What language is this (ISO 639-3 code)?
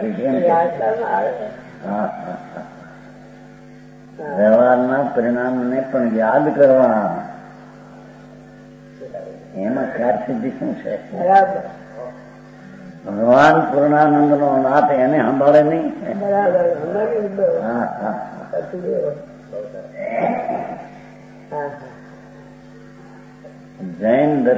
guj